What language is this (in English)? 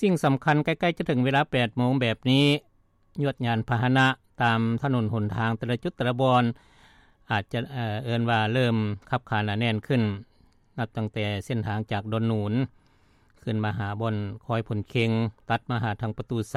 Lao